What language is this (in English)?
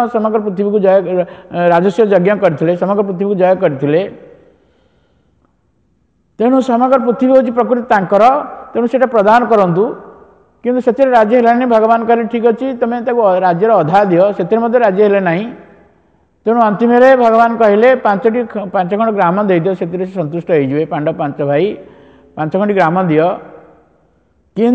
Odia